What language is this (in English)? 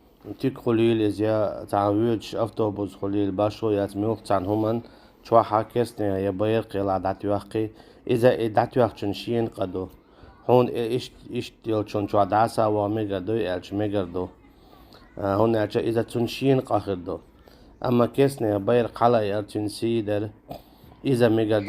Chechen